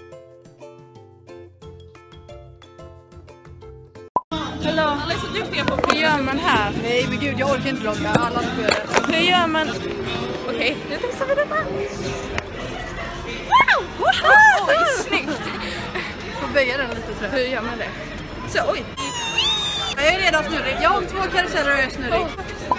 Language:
Swedish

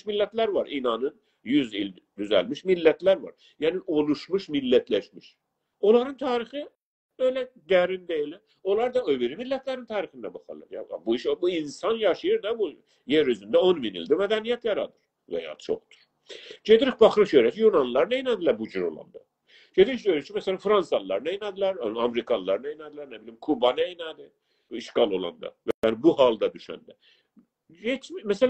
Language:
South Azerbaijani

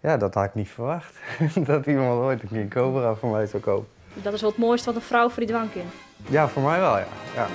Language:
Western Frisian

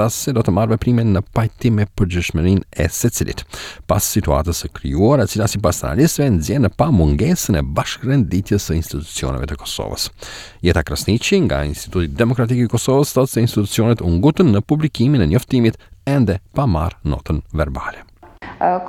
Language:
Albanian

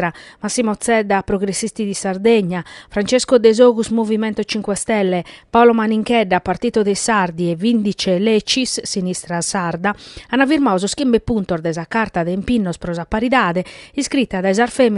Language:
Sardinian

